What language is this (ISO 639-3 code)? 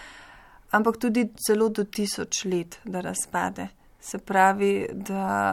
slv